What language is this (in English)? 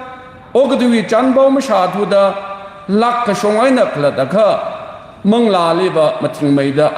Tangkhul Naga (India)